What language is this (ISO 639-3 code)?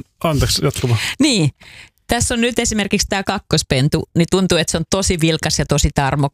fin